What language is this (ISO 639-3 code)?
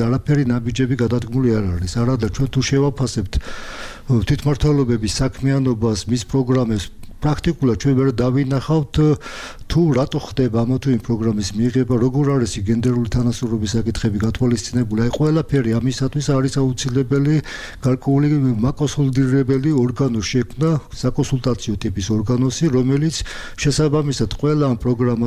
kat